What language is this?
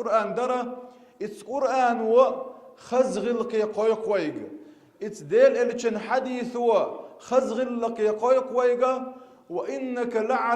Chechen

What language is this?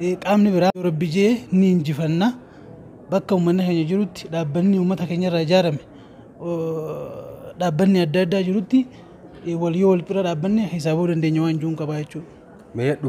Oromo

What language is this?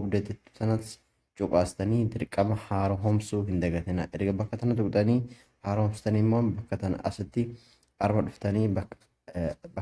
Oromo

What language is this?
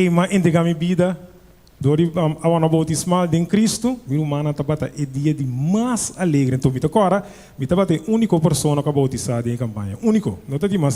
Papiamento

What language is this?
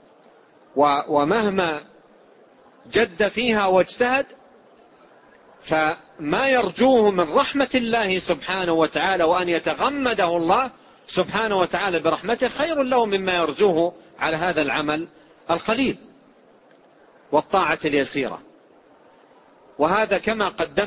Arabic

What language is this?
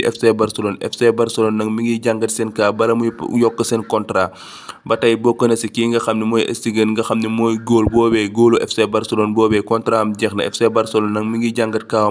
Wolof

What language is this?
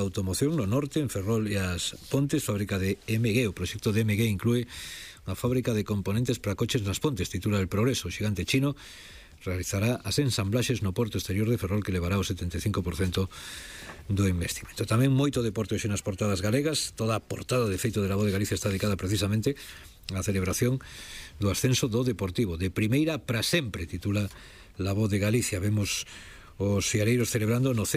Galician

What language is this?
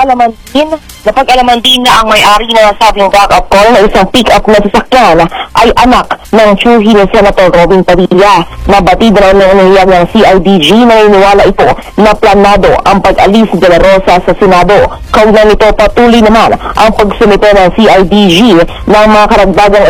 Filipino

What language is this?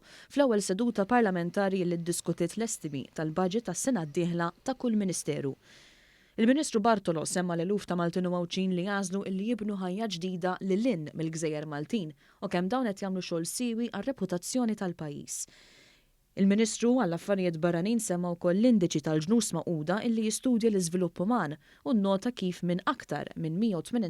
Maltese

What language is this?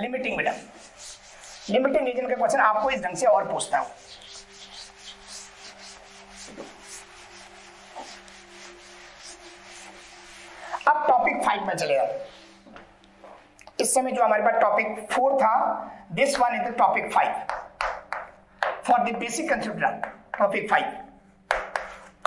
Hindi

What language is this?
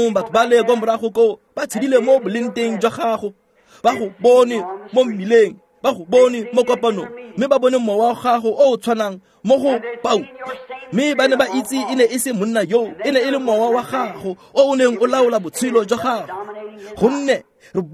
Tswana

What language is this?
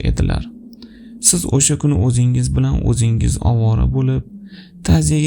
Uzbek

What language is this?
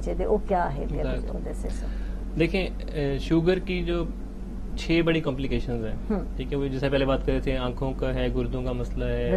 Urdu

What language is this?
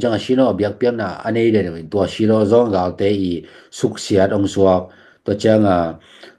Tedim Chin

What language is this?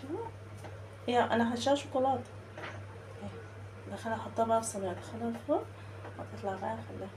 Egyptian Arabic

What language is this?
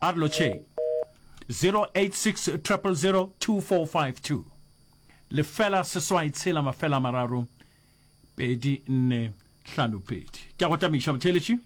Northern Sotho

